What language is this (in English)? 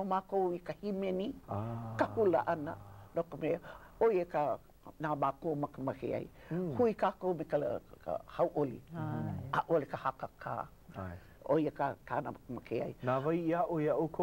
Hawaiian